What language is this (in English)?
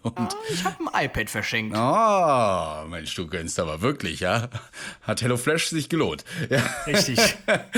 German